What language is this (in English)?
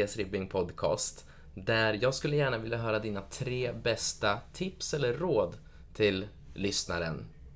Swedish